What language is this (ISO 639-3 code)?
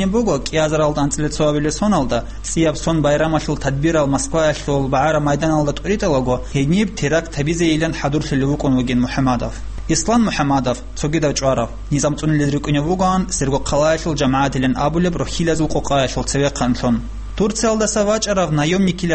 ava